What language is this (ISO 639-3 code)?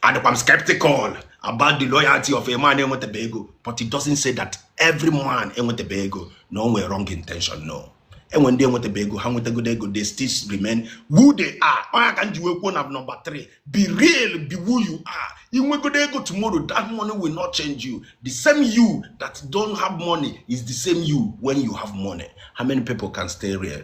ibo